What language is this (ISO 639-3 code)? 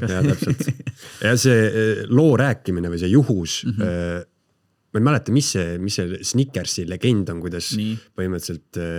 est